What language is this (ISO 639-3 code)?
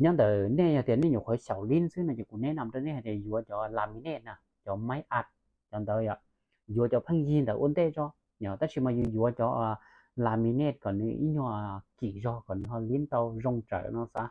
hmn